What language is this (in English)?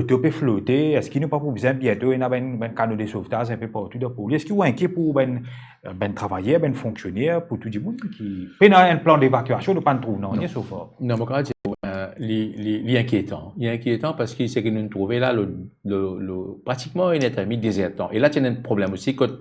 Morisyen